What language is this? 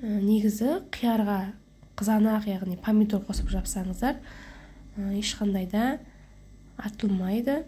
Kazakh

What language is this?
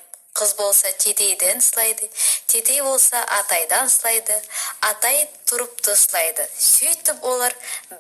Nogai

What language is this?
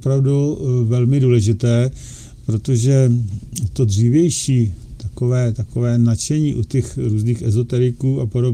Czech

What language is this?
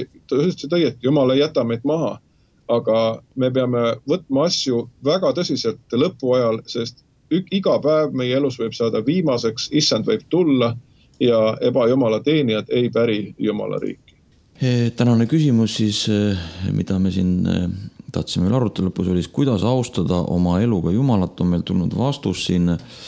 Estonian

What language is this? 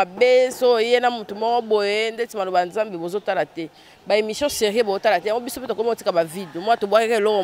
Lingala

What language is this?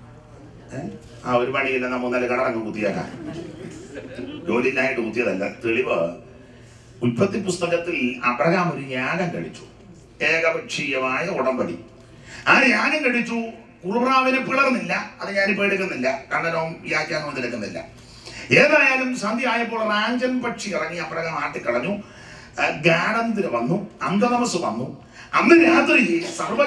Malayalam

